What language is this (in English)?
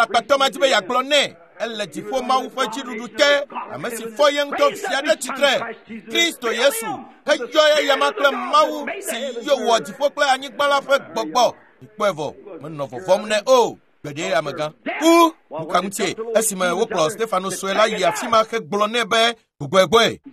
Ewe